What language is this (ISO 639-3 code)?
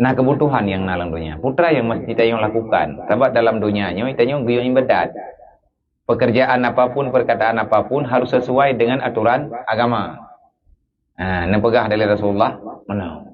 ace